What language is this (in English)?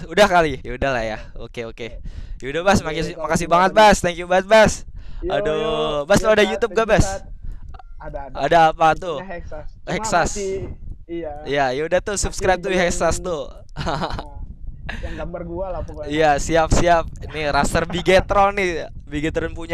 Indonesian